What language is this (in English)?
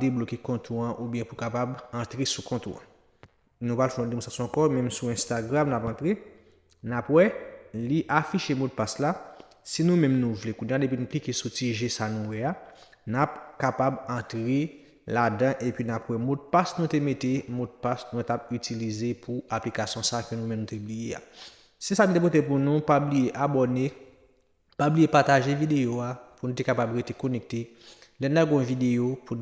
Haitian Creole